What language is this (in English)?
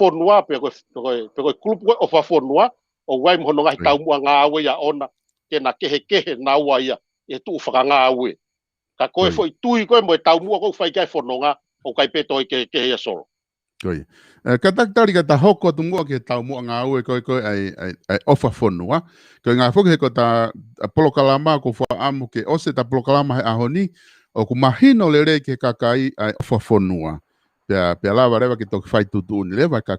Tongan